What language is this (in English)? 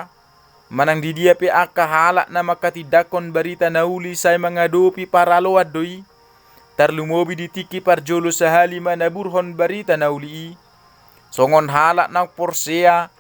Batak Toba